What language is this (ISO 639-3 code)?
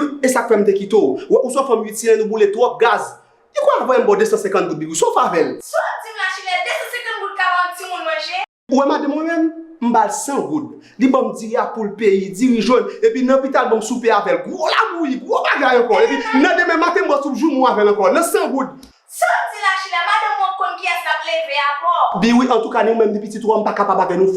hat